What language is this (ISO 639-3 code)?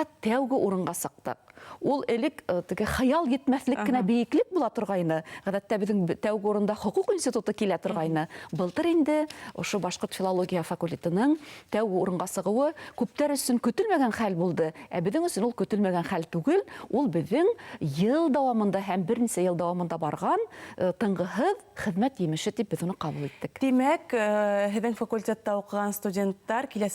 bak